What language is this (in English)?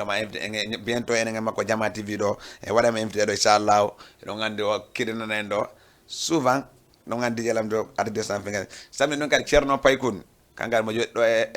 Fula